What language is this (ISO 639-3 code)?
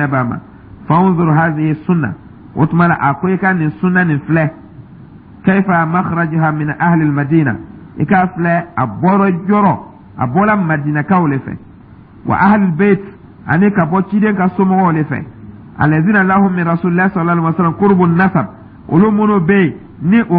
dyu